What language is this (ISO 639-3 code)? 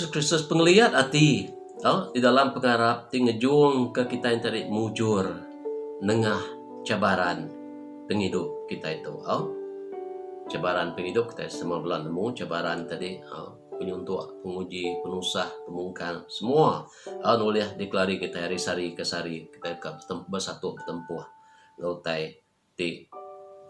iba